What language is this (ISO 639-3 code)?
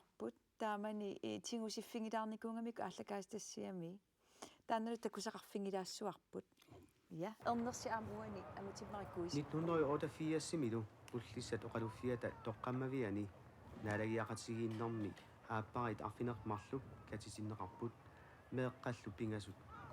kal